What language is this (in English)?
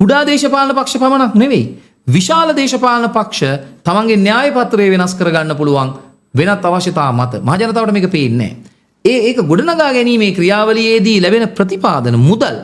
Sinhala